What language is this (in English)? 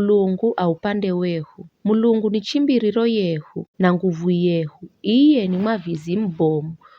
Giryama